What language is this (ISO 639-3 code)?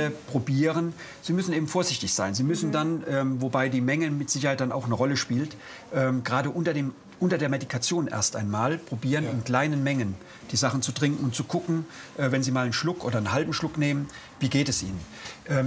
deu